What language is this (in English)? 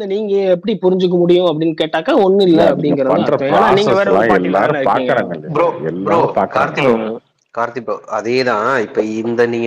Tamil